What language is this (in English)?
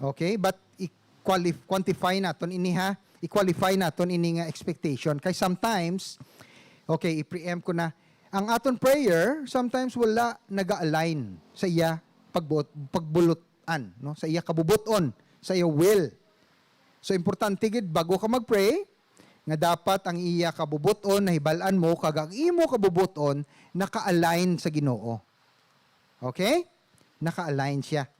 Hiligaynon